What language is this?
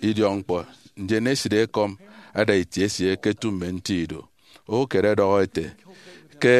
Efik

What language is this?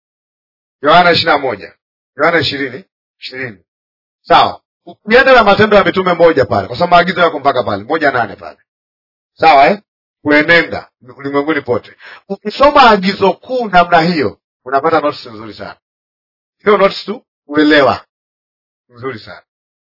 Swahili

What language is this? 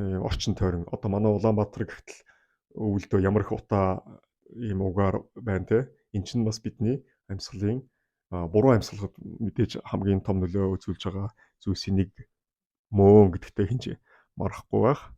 Mongolian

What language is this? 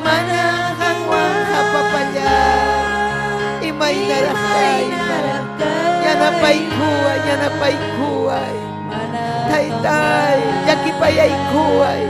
Ayacucho Quechua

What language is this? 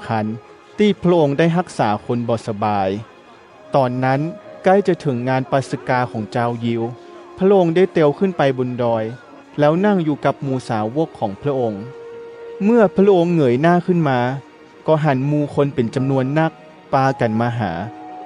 Northern Thai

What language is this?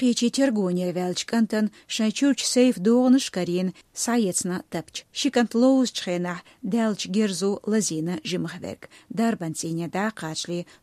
Chechen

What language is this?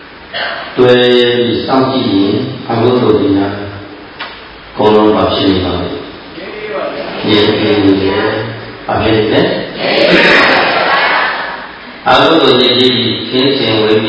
Burmese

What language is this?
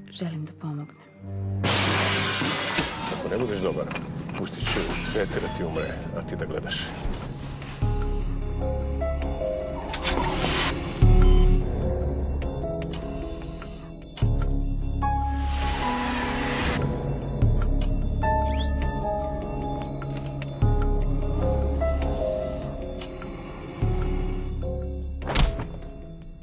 Serbian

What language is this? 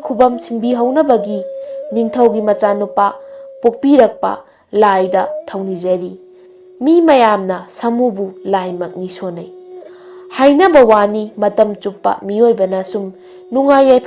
Manipuri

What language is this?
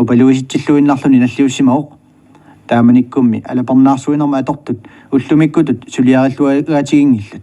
Kalaallisut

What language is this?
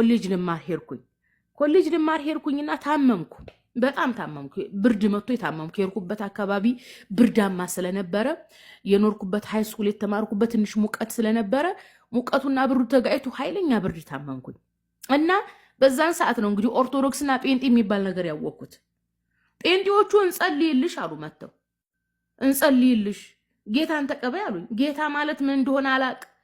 Amharic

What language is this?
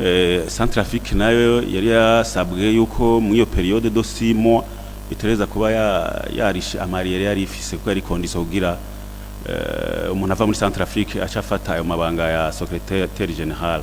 Rundi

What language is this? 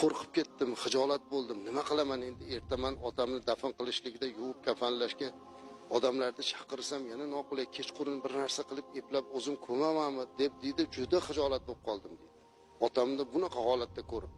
Uzbek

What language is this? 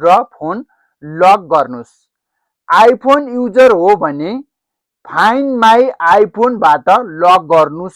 Nepali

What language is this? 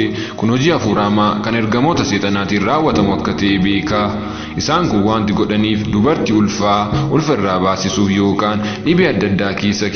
Oromo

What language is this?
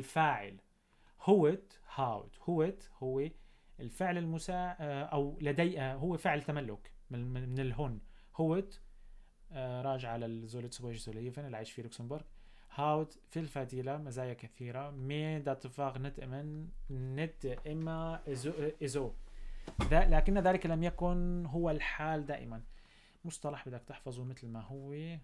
North Levantine Arabic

